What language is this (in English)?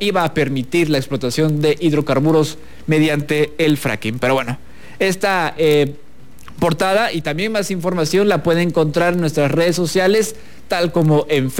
Spanish